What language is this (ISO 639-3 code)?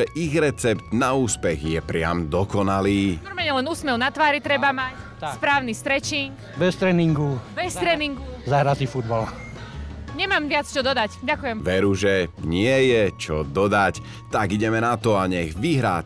slk